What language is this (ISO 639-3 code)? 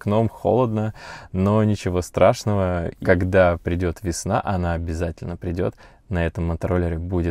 rus